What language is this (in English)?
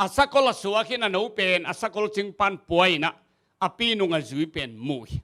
Tedim Chin